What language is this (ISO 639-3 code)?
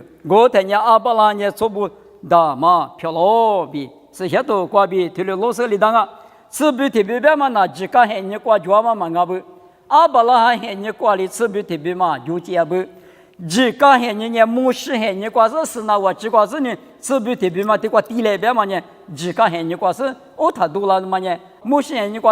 lis